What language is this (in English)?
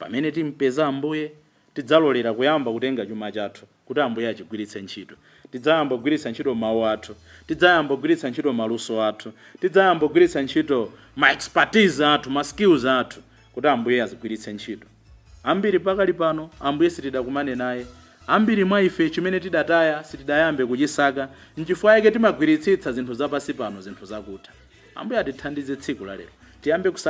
Nyanja